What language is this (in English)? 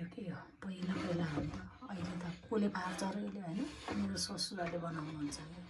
Nepali